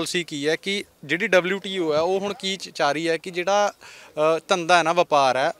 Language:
Punjabi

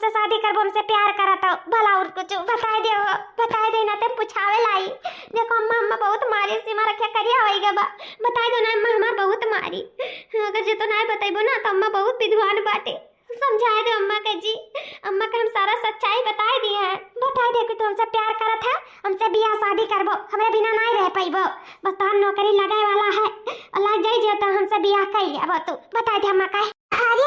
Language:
Awadhi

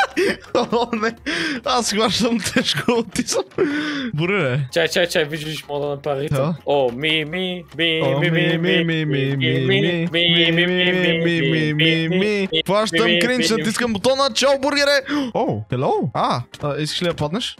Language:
Bulgarian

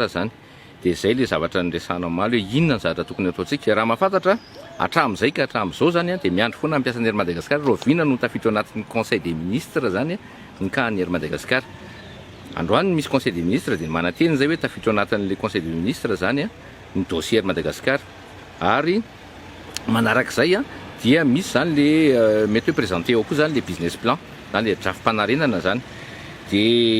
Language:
Malagasy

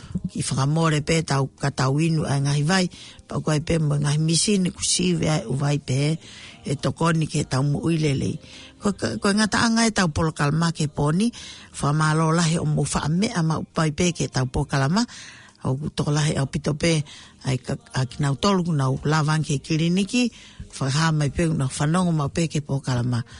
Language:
Tongan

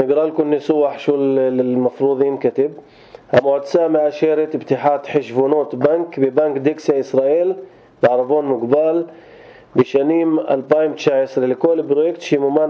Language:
North Levantine Arabic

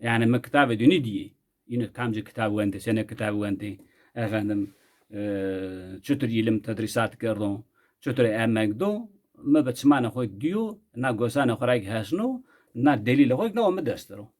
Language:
Zaza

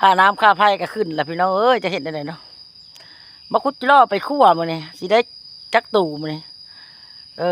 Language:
Lao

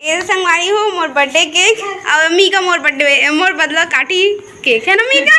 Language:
Chhattisgarhi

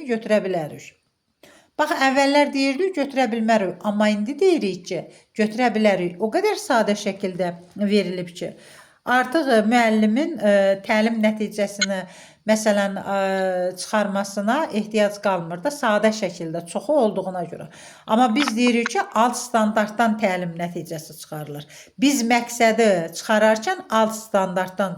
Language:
Azerbaijani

